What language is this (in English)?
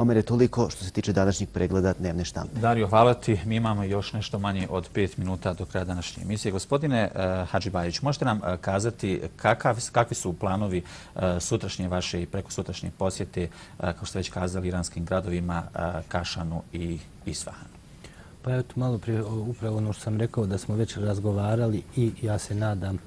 Bosnian